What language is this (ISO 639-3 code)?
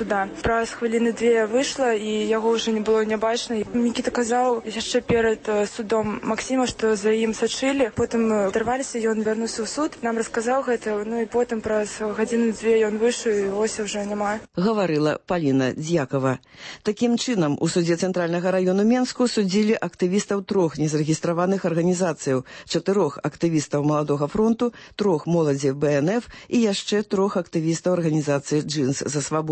bel